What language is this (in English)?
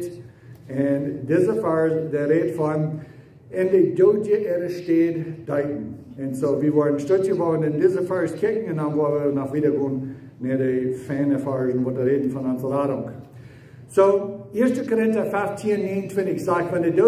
Plautdietsch